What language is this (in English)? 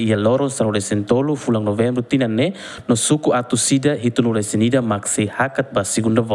Tetum